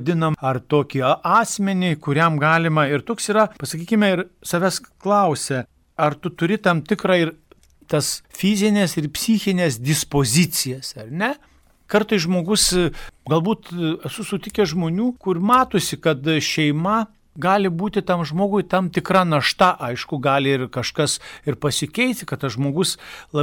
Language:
Lithuanian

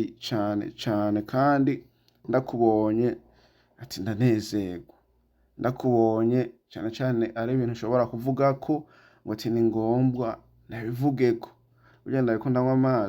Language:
Rundi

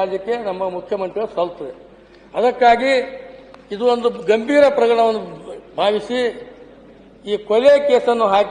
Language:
Kannada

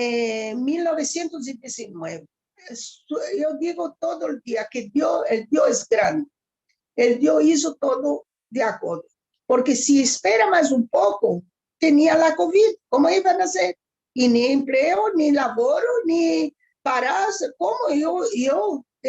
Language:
Ladino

